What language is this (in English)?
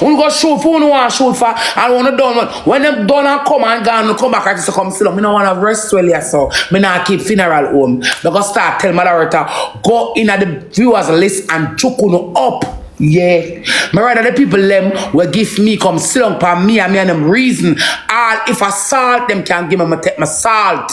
Jamaican Creole English